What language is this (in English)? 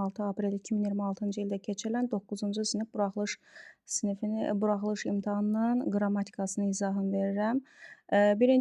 Azerbaijani